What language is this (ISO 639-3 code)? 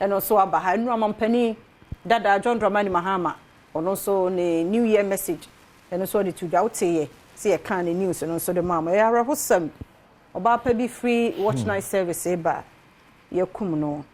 aka